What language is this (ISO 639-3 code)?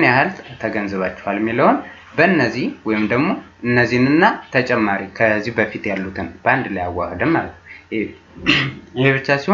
amh